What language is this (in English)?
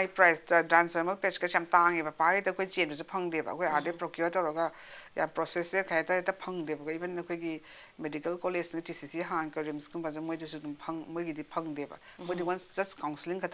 Manipuri